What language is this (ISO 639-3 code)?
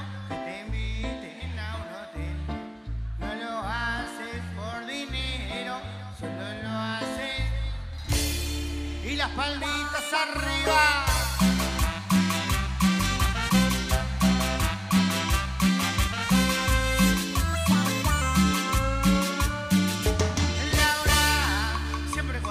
spa